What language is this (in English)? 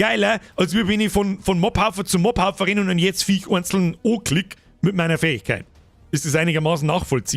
Bavarian